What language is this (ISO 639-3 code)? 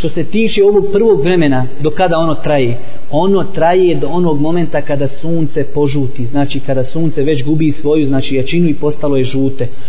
bos